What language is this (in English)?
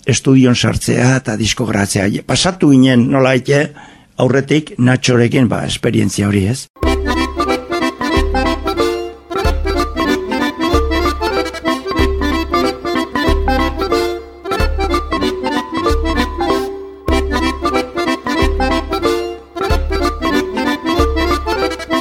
Basque